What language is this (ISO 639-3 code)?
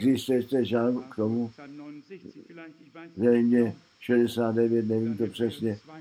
ces